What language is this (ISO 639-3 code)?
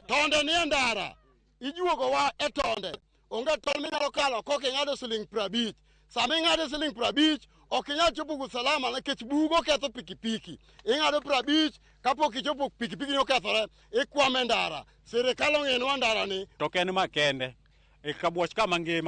luo